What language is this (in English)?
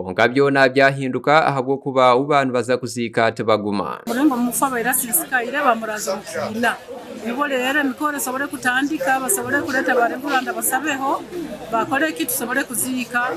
Nyankole